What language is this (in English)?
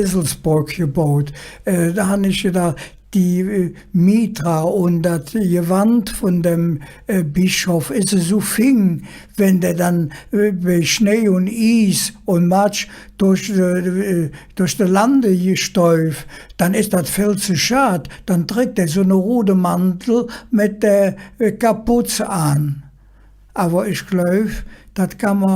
Colognian